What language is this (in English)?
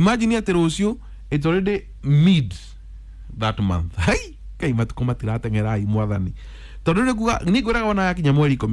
Kikuyu